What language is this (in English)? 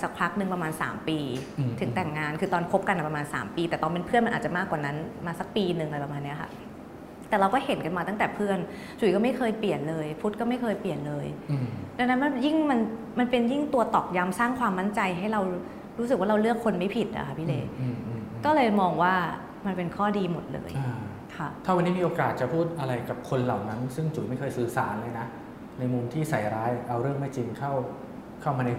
Thai